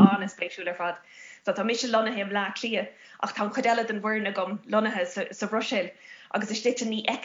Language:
Irish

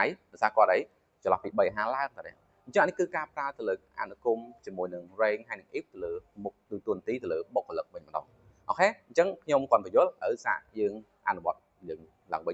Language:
Khmer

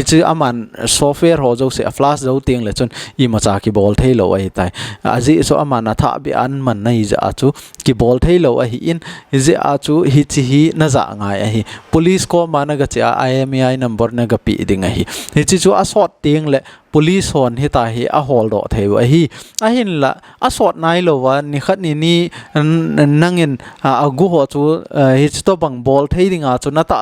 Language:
Thado Chin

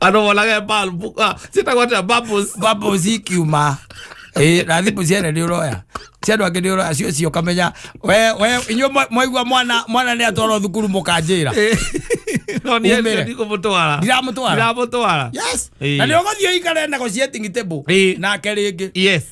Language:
Kikuyu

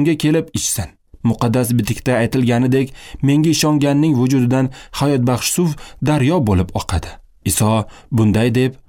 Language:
Uzbek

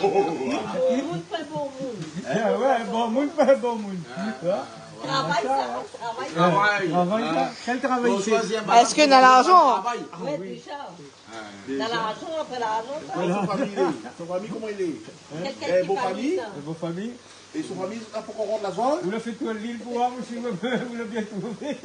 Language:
Réunion Creole French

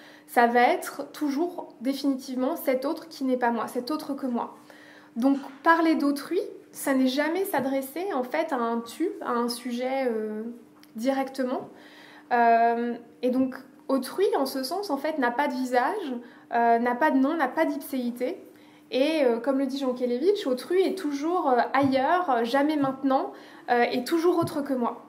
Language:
French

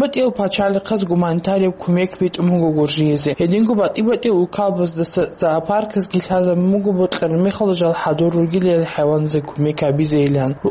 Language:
Avaric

